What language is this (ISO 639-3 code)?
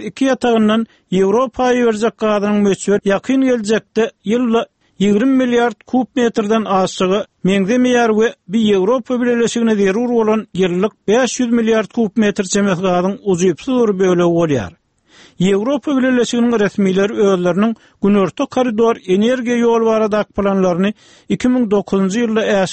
tuk